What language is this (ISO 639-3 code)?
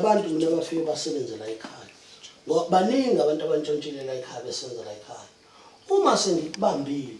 zul